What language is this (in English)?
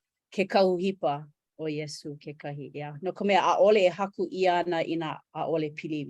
Hawaiian